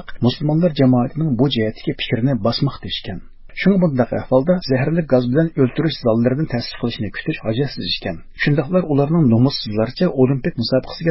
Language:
Uyghur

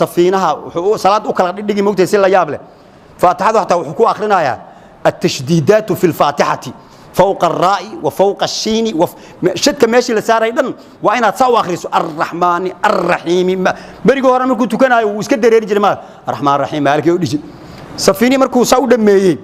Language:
Somali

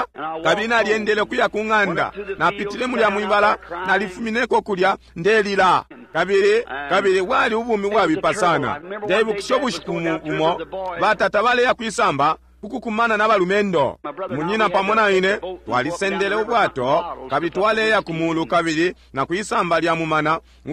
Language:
Bemba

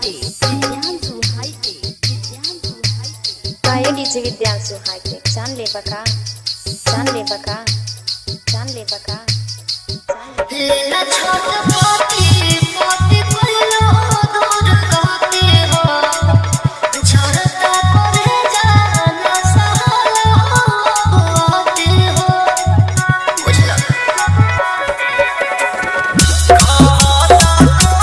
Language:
Bhojpuri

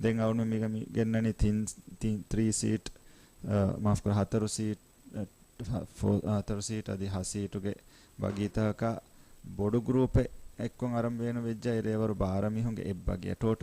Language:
Divehi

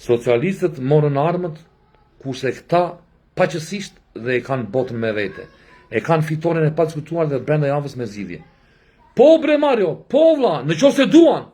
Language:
Albanian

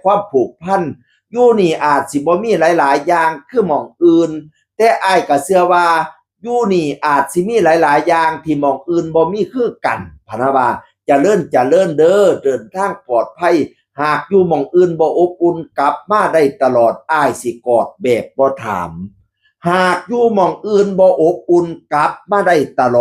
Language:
Northeastern Thai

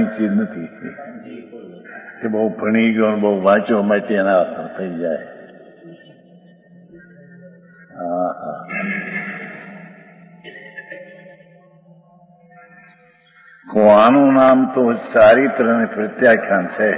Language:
Gujarati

